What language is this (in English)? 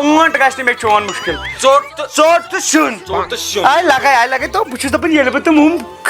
Kashmiri